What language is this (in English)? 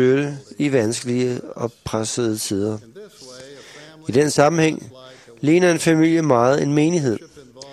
Danish